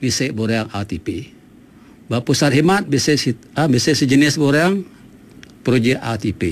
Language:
Iban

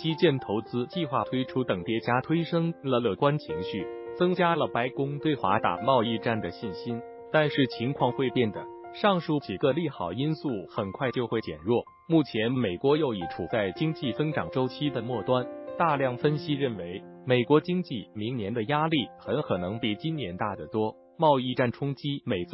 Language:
Chinese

